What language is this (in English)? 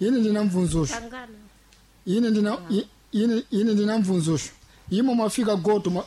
Sena